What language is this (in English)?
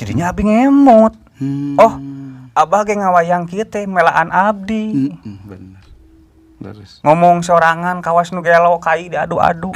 Sundanese